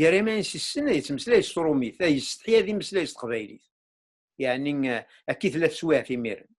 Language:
Kabyle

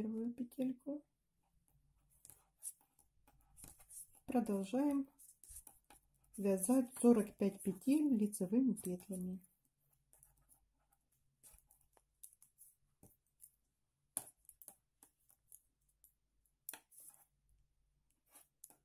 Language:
Russian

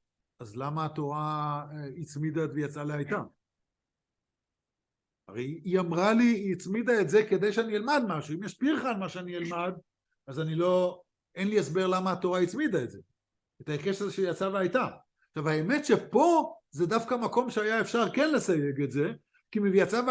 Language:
Hebrew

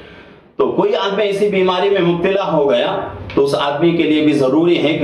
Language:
Urdu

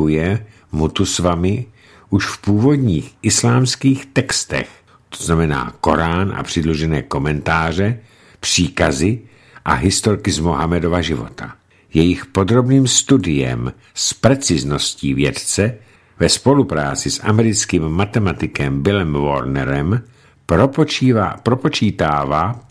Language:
Czech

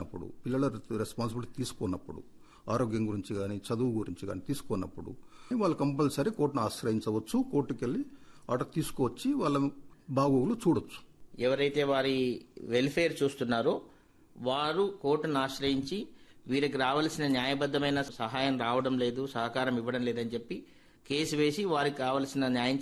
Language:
Telugu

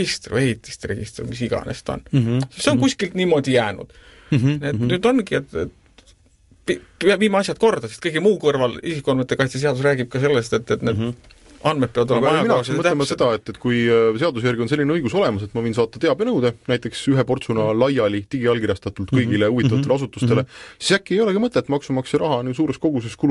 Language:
Estonian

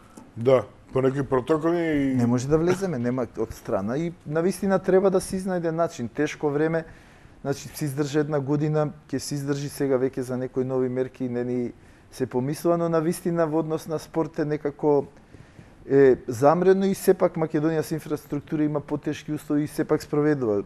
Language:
Macedonian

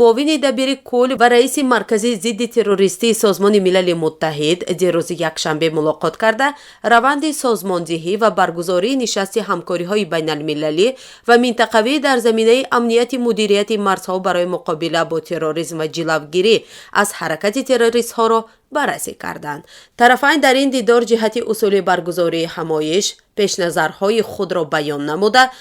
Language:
Tajik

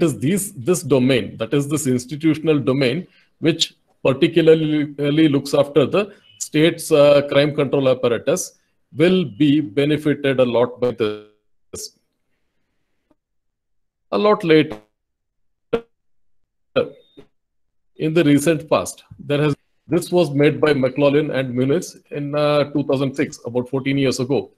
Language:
English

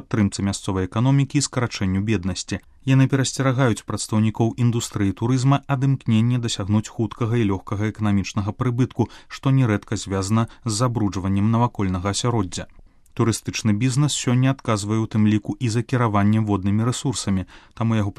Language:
Belarusian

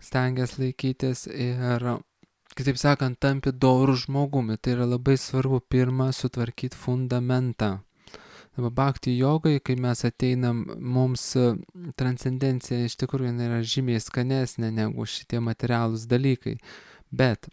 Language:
Lithuanian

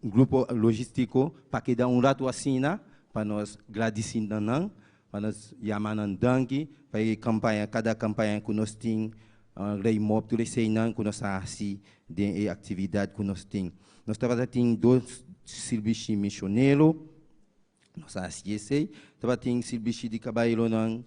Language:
Papiamento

